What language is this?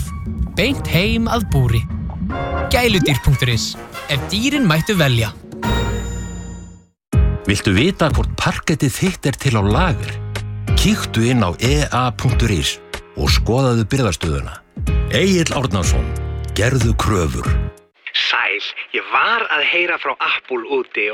Icelandic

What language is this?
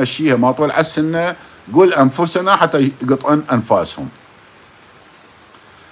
Mesopotamian Arabic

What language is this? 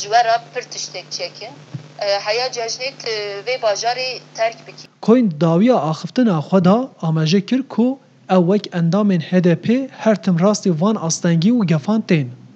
Kurdish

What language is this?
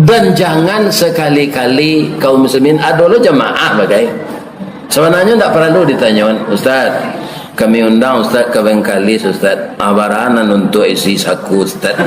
Minangkabau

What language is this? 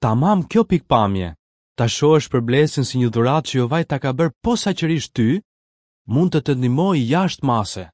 Albanian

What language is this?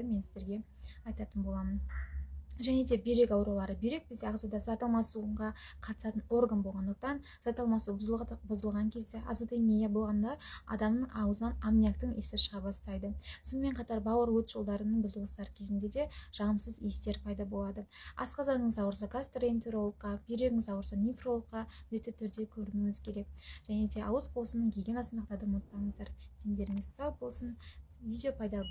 Kazakh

